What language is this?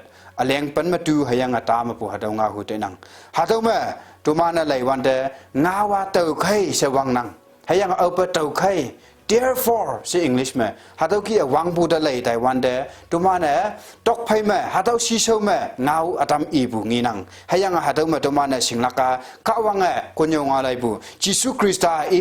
Konyak Naga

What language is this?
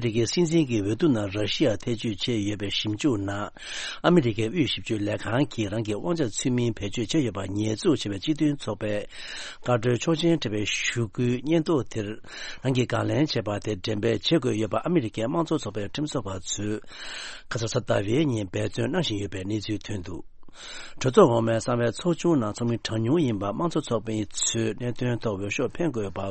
Tibetan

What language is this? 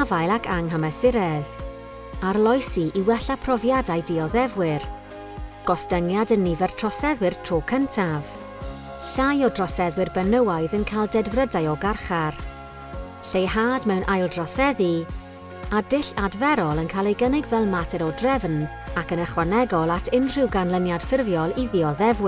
Welsh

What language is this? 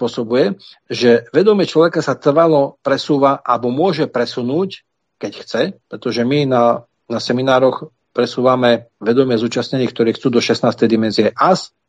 Slovak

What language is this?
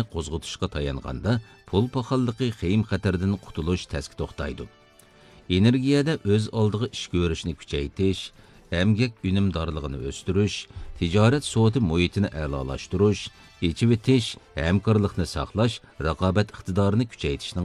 Uyghur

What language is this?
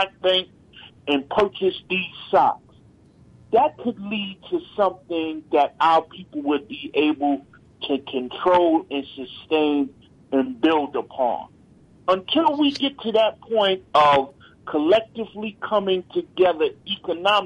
English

